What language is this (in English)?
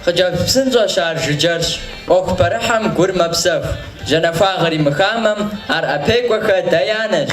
Kabardian